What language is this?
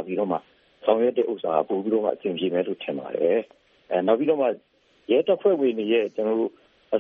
Burmese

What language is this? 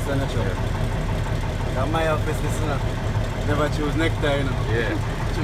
Jamaican Creole English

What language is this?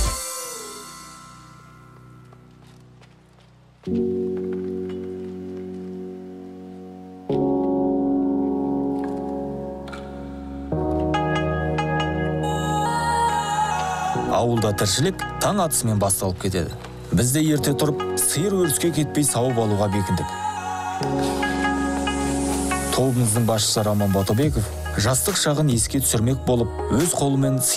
Kazakh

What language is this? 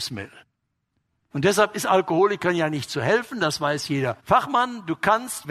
German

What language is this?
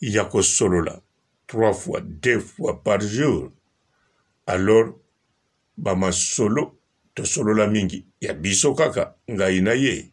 Lingala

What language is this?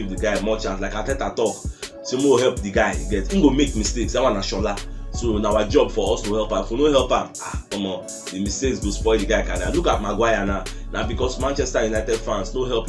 Nigerian Pidgin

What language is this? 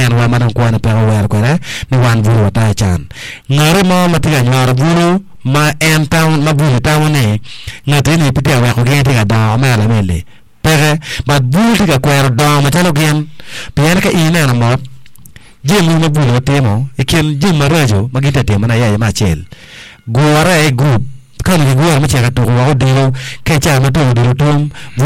Acoli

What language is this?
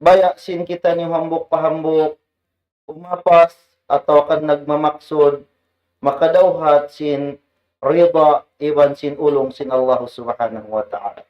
Tausug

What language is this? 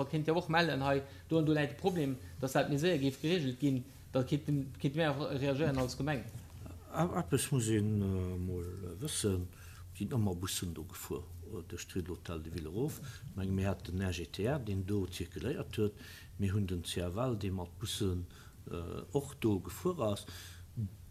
Luxembourgish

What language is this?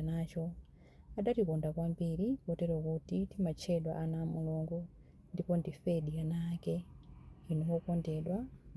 Nyanja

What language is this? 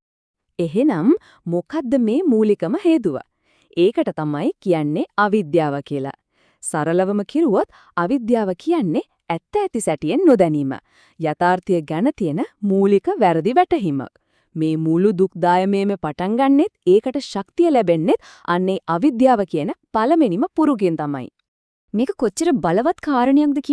Sinhala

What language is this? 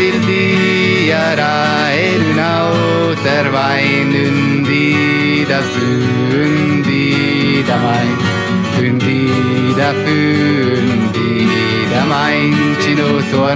Romansh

